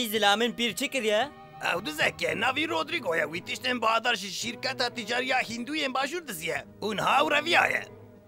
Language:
Kurdish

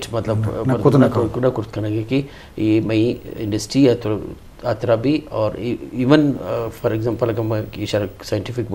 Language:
Eastern Balochi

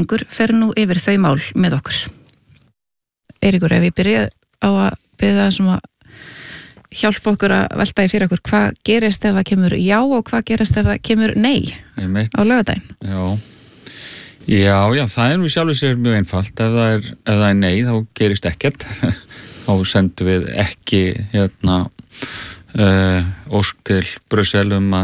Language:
Icelandic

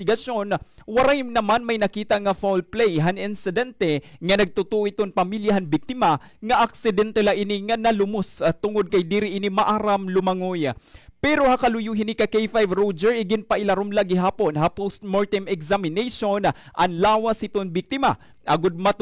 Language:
Waray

